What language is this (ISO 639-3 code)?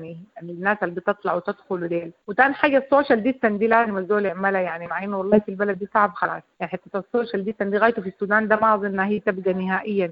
apd